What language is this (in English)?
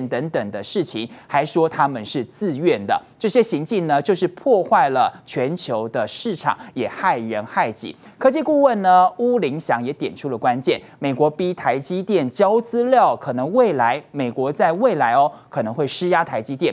Chinese